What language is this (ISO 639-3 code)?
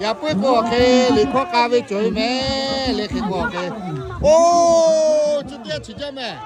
lhu